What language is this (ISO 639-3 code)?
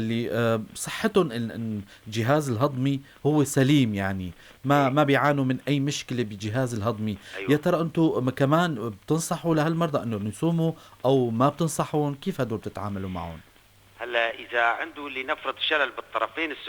apc